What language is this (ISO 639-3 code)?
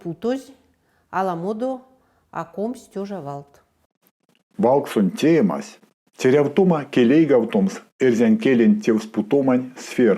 myv